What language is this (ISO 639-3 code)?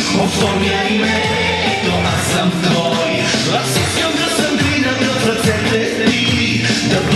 bul